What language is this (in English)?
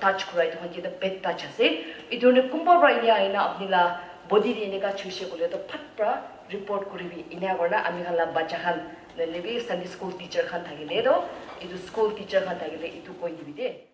Naga Pidgin